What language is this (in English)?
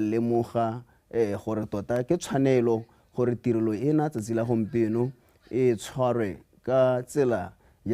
Tswana